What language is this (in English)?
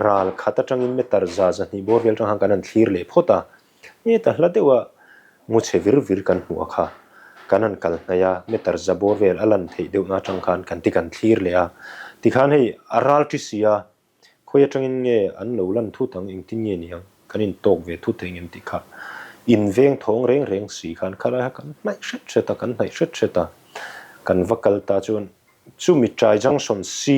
Mizo